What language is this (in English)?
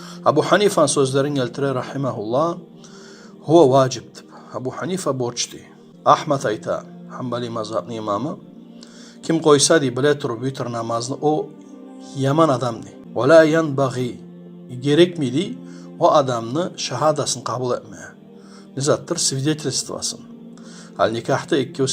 Kumyk